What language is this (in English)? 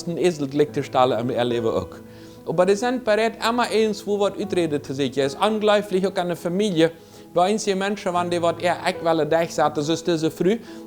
Plautdietsch